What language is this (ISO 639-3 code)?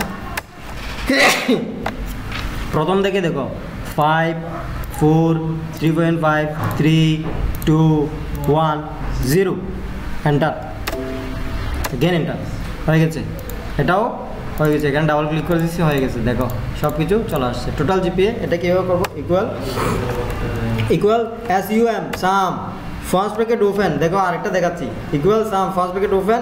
ben